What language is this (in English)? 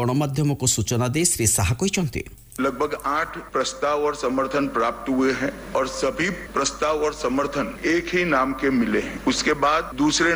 Odia